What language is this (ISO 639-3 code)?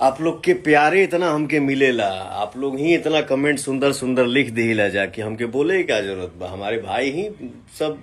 bho